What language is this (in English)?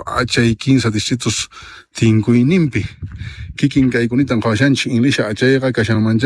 South Bolivian Quechua